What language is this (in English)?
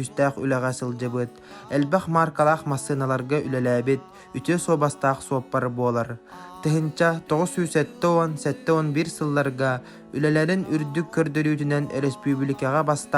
Yakut